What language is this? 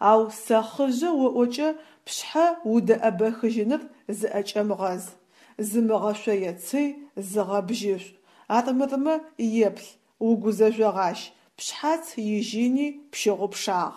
Adyghe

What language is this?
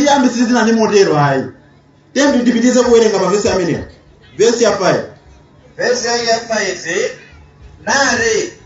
Nyanja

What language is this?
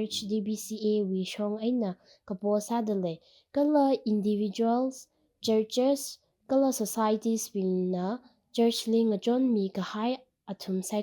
Tangkhul Naga (India)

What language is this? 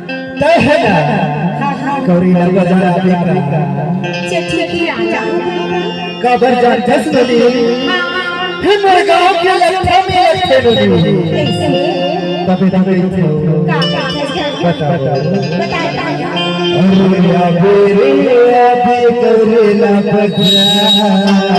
Chhattisgarhi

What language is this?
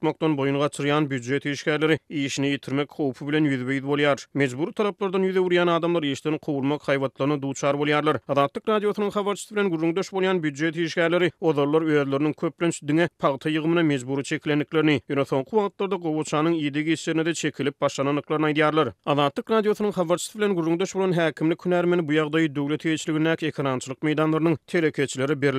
Turkmen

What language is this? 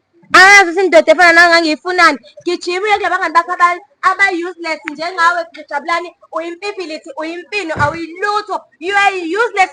Zulu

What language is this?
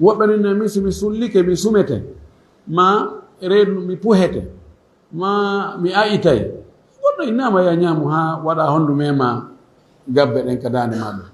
Fula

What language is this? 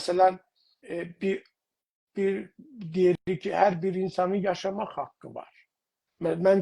South Azerbaijani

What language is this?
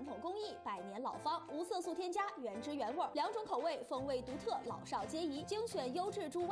Chinese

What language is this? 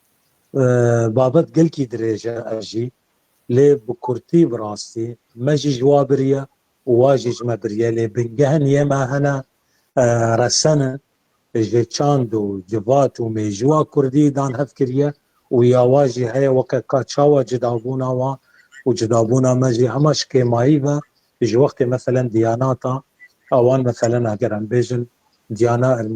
Kurdish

